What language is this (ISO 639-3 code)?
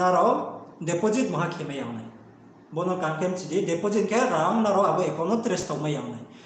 ria